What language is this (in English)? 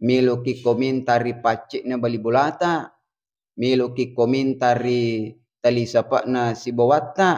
Buginese